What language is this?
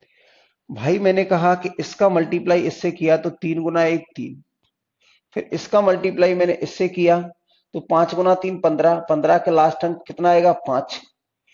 Hindi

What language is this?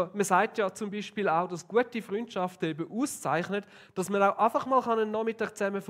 Swiss German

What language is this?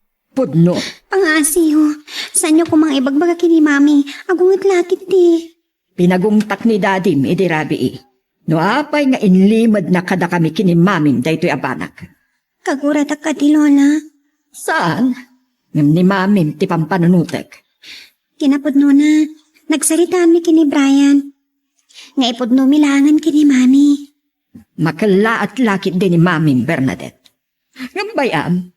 Iloko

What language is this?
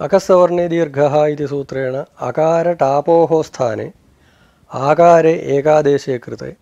Sanskrit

